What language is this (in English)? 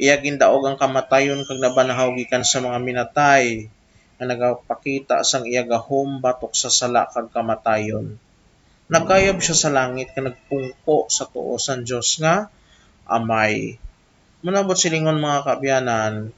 Hiligaynon